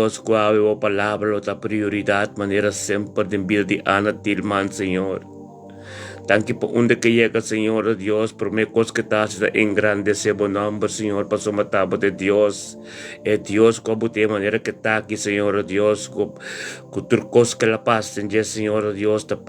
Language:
Papiamento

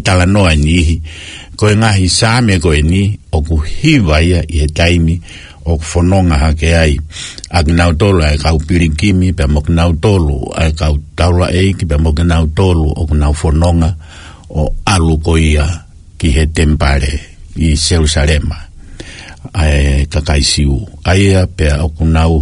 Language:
Tongan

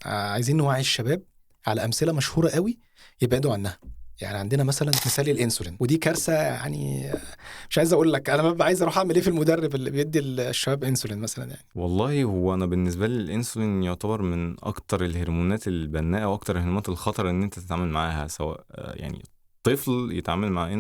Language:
Egyptian Arabic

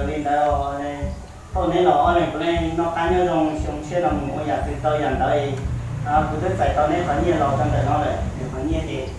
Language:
Hmong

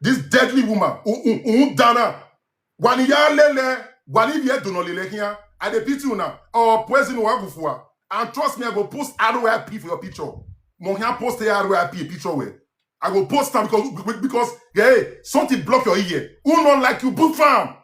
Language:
Nigerian Pidgin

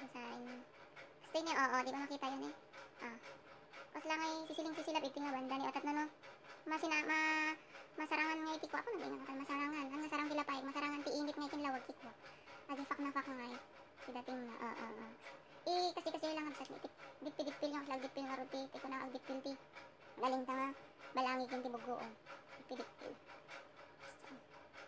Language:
Iloko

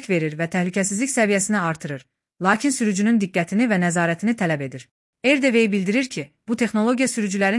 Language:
Azerbaijani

